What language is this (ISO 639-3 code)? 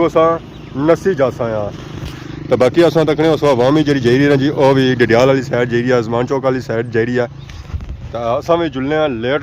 phr